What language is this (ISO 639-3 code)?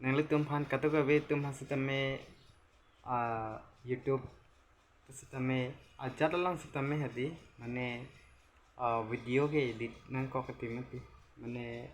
mjw